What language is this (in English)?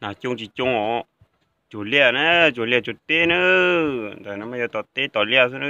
Hmong